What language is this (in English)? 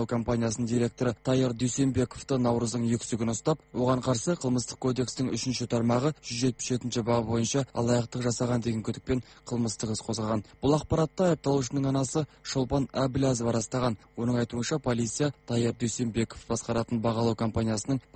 Kazakh